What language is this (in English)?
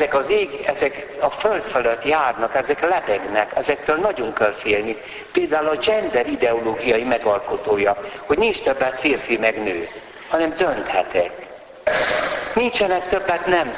Hungarian